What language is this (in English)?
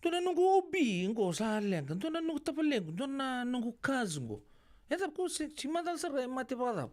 Fijian